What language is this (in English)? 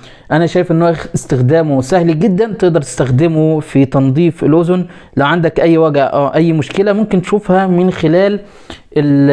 Egyptian Arabic